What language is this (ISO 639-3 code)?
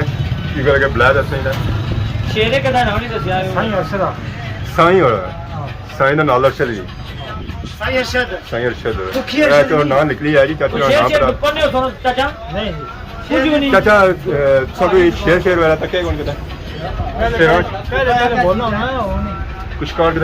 phr